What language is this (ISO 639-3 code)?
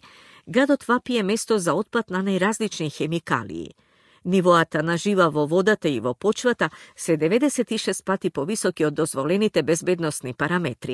mkd